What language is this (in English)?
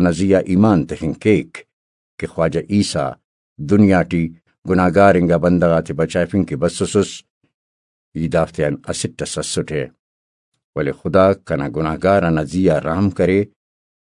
Brahui